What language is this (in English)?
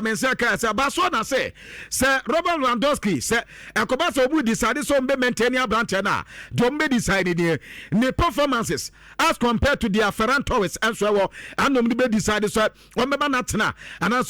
Akan